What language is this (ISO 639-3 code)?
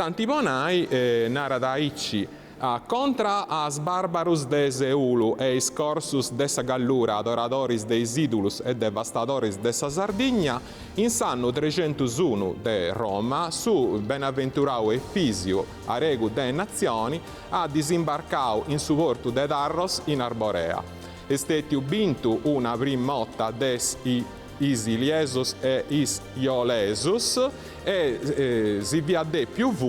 srd